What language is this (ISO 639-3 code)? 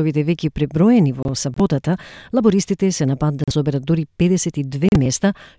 mkd